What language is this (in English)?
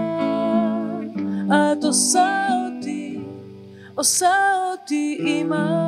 Hebrew